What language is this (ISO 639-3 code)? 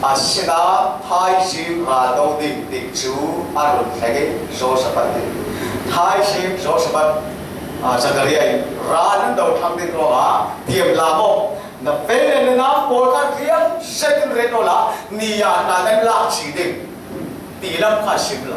cfm